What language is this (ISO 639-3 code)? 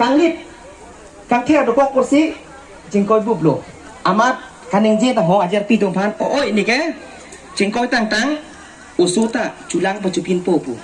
mjw